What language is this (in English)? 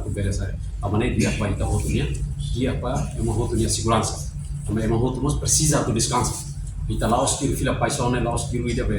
Tetum